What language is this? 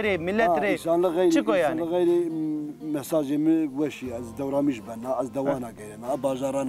Zaza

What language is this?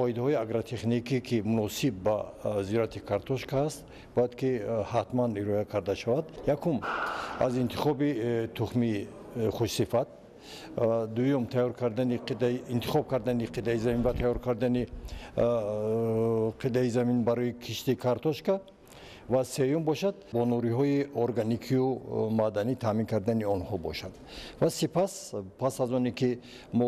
Tajik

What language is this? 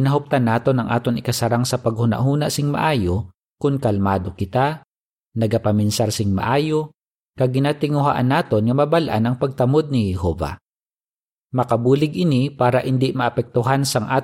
Hiligaynon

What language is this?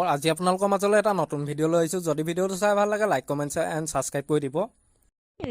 Assamese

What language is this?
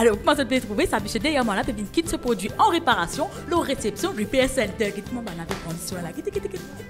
Morisyen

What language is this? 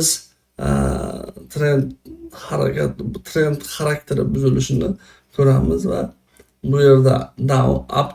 Uzbek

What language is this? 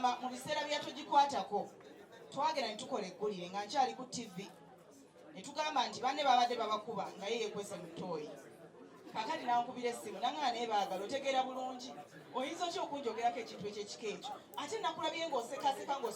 Ganda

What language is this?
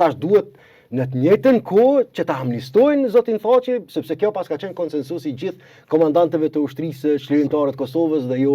Albanian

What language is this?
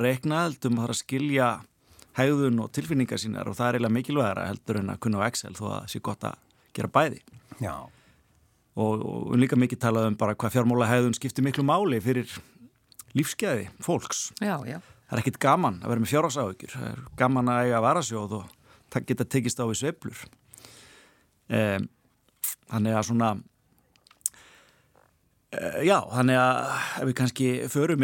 Icelandic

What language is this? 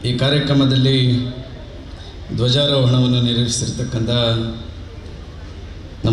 Kannada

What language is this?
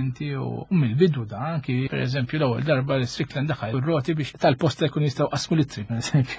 Maltese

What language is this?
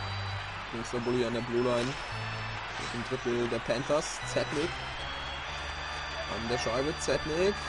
German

